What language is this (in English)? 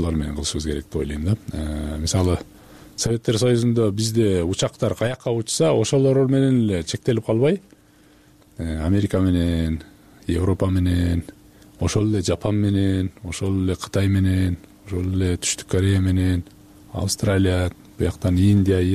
Kyrgyz